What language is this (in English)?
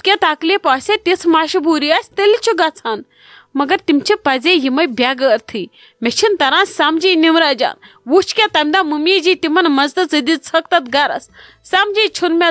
Kashmiri